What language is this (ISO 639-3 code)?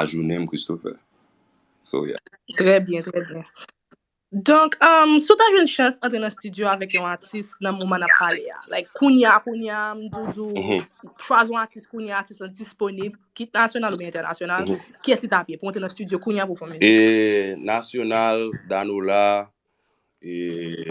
hat